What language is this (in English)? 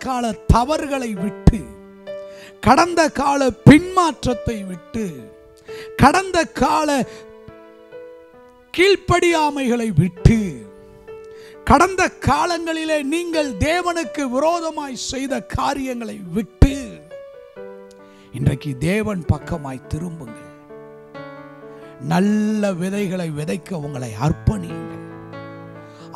Tamil